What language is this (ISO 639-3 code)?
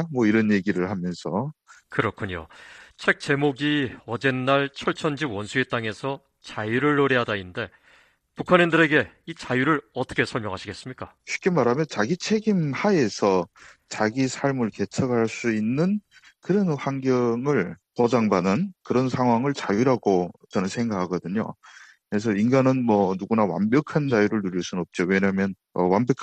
kor